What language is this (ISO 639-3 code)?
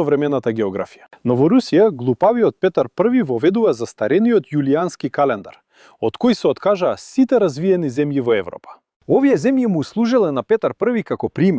mkd